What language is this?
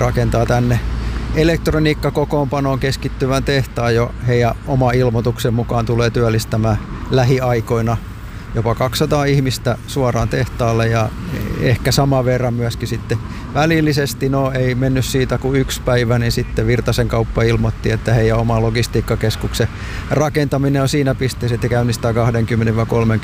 Finnish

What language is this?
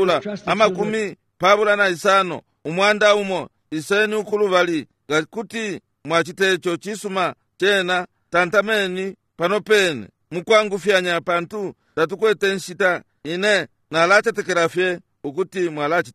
Bemba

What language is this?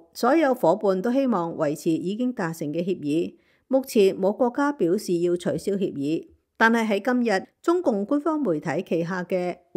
Cantonese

